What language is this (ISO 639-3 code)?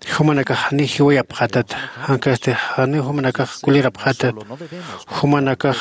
aym